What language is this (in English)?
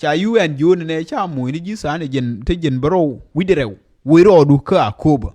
Nuer